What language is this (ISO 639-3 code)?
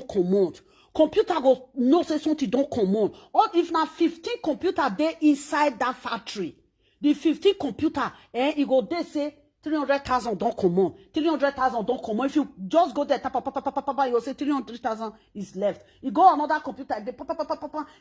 pcm